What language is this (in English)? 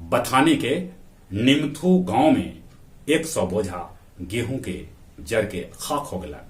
Magahi